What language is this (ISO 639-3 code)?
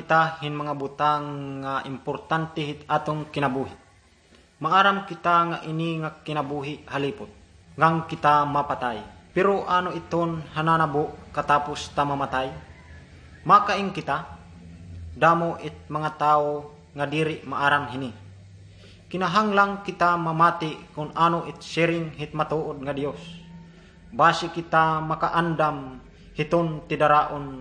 war